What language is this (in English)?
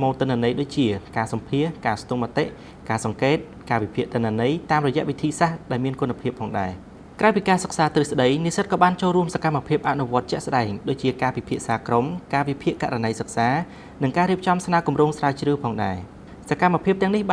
Khmer